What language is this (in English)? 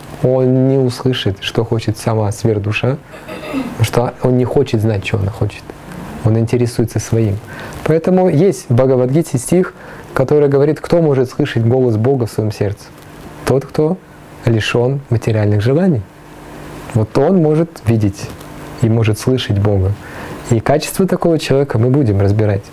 Russian